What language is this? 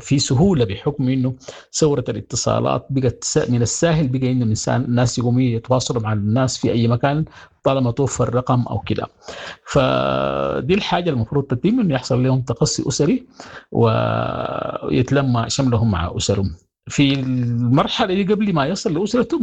Sudanese Arabic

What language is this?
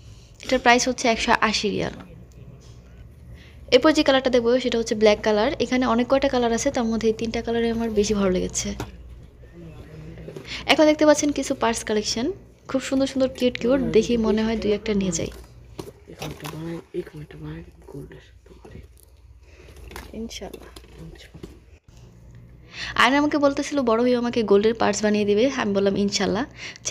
Bangla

